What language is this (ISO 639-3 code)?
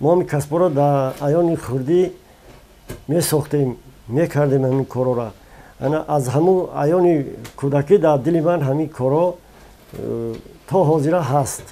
tgk